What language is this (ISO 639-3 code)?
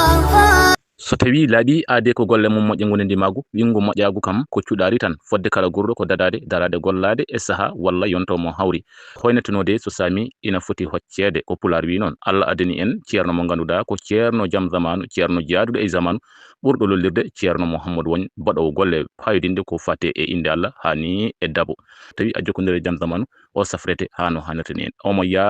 ful